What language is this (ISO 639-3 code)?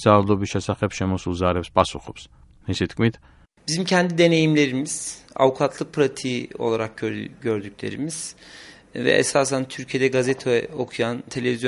kat